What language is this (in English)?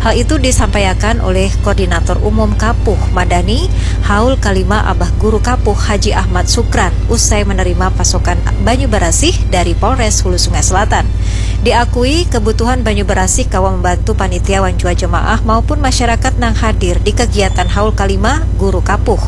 Banjar